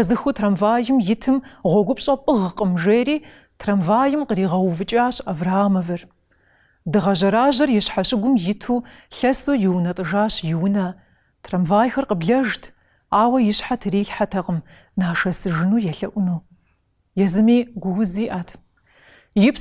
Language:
Kabardian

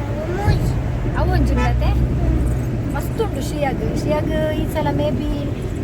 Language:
Tulu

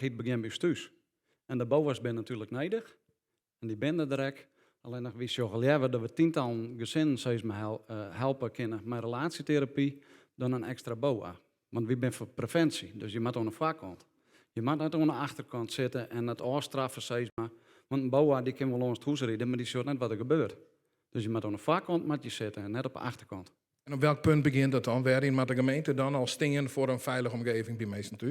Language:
Western Frisian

